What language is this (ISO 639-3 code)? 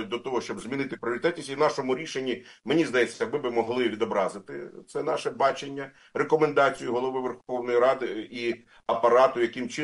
ukr